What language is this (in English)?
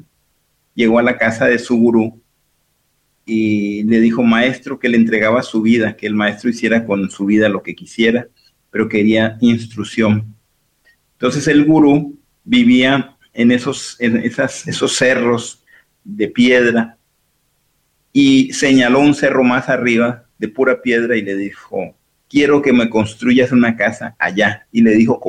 Spanish